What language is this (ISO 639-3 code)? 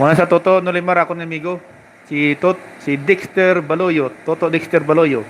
hil